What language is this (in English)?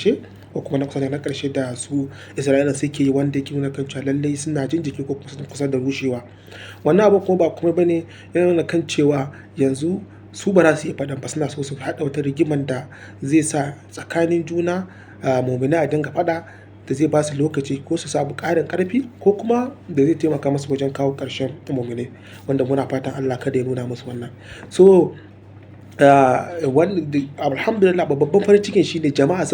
Hausa